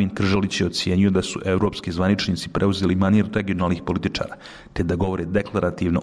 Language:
Bosnian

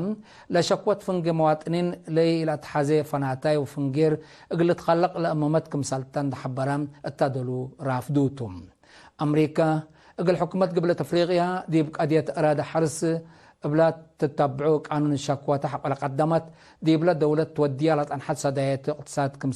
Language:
Tigre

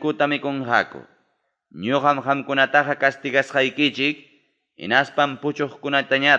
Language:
Ayacucho Quechua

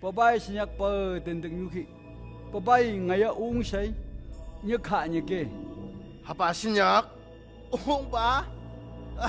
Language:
Phom Naga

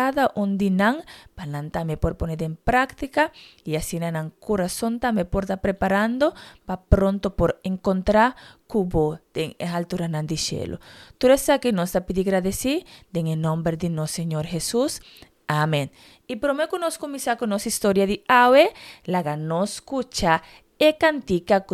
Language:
Papiamento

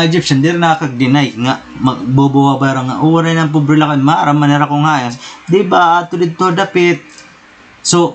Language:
Waray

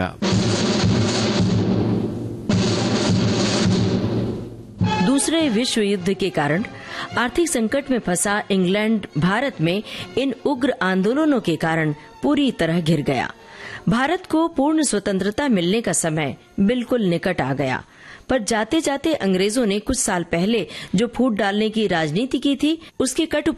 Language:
Hindi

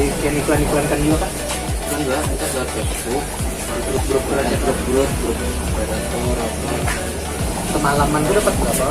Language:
Banjar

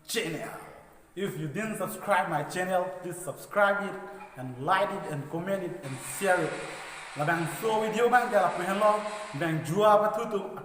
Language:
Karbi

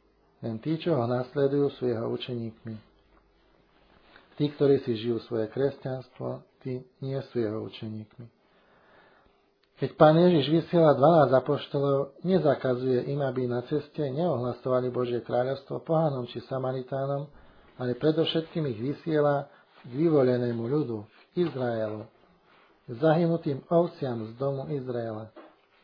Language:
Slovak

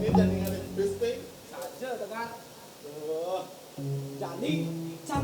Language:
Balinese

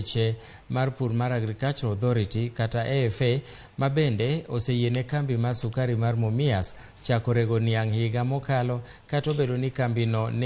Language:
Luo (Kenya and Tanzania)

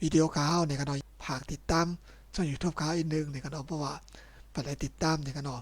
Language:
Shan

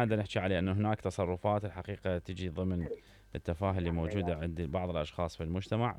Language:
Mesopotamian Arabic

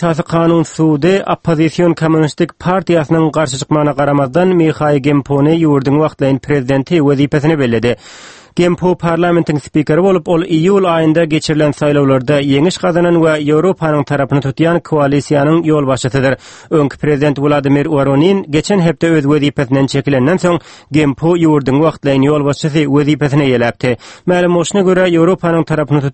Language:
Turkmen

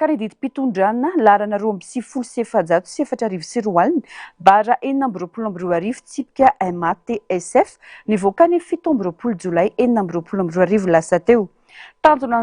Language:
Malagasy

